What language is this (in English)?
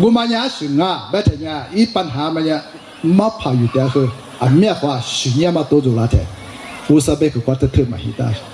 Lisu